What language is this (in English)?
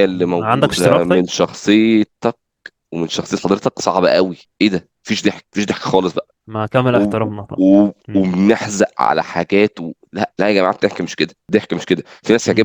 Egyptian Arabic